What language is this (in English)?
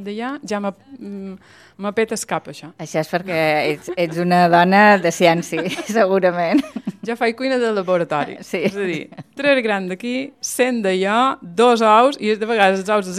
Catalan